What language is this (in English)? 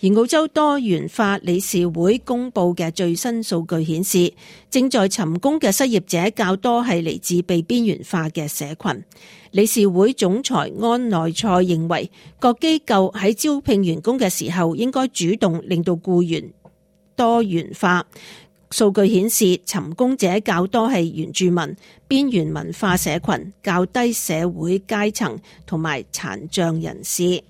Cantonese